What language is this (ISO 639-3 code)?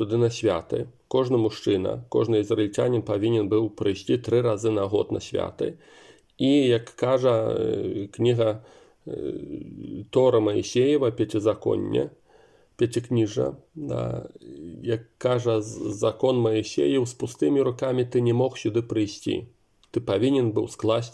bel